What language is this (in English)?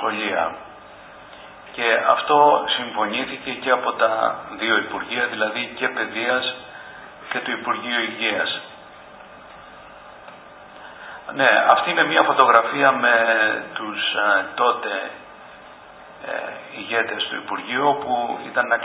Greek